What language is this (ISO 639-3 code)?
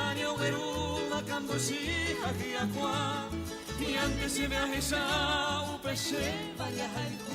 grn